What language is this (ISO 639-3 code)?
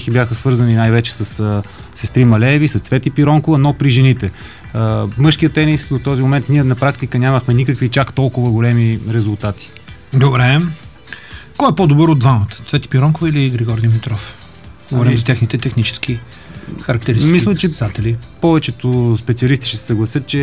bul